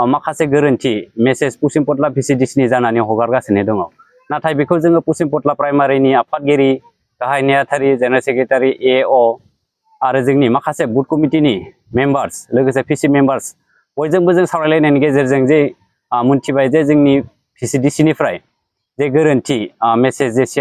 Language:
Bodo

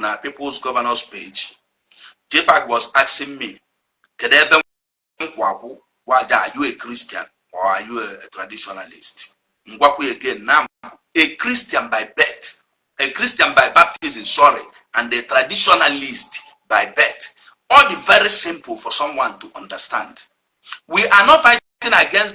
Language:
Igbo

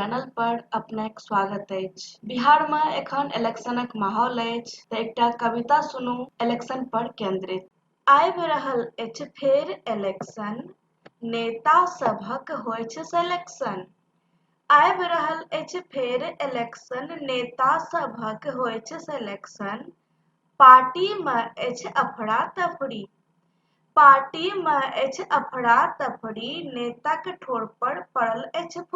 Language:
Maithili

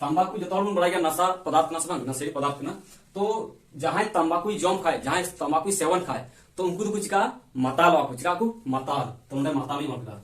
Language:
Santali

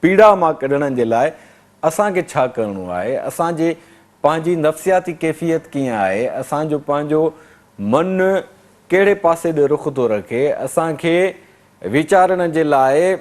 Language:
Sindhi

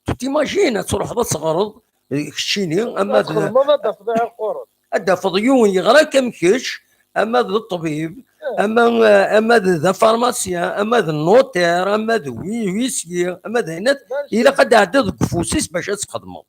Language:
Kabyle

